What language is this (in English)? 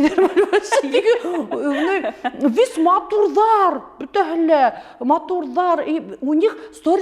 Bashkir